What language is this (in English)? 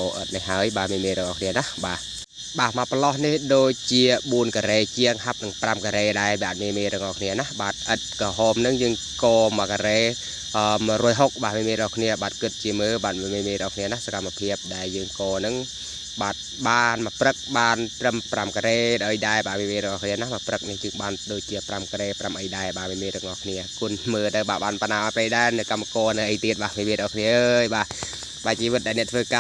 Khmer